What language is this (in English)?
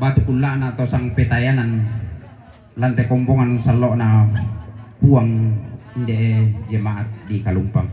Toraja-Sa'dan